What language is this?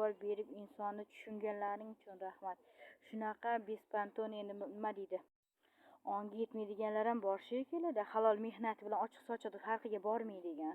Uzbek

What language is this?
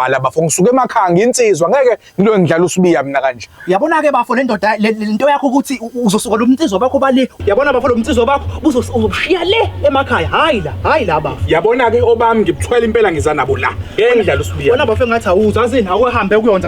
Zulu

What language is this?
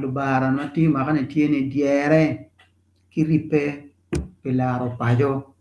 Acoli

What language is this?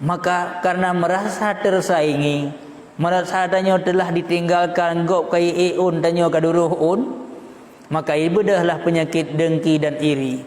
Achinese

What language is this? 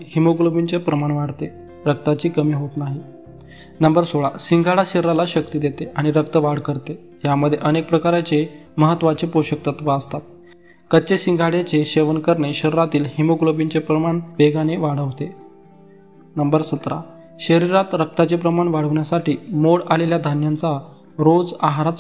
Marathi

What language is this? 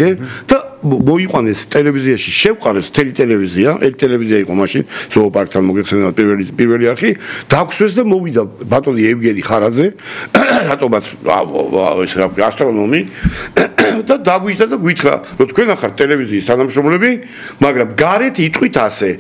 Georgian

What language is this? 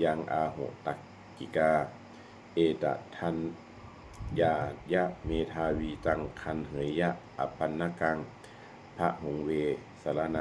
Pali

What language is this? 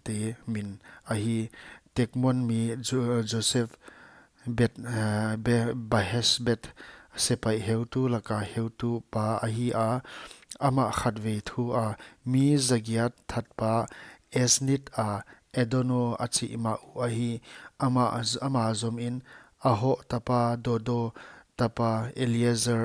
Paite Chin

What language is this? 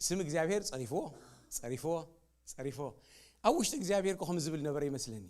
Tigrinya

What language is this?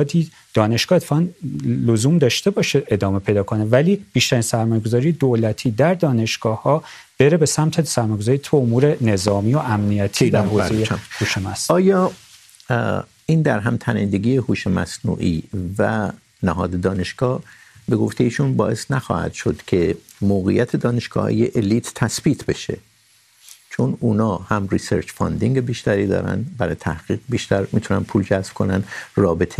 Persian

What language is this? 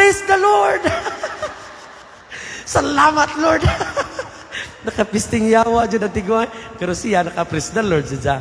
Cebuano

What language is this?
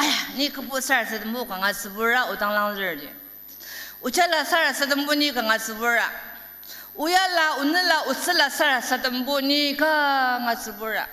Ao Naga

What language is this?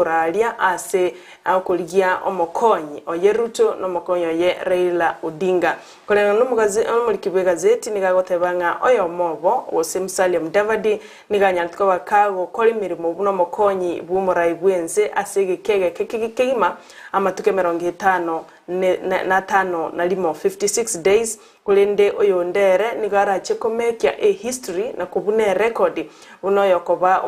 Gusii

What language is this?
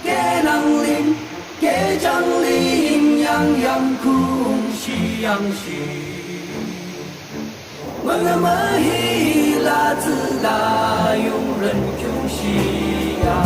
Yimchungru Naga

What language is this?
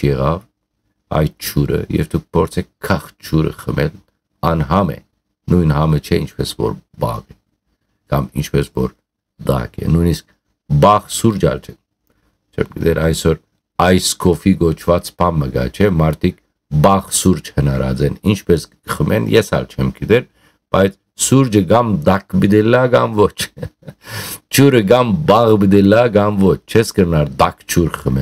Western Armenian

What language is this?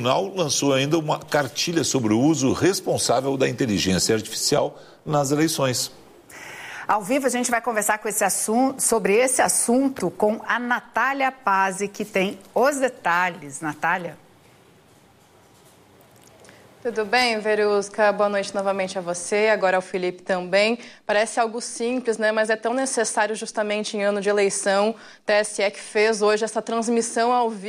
Portuguese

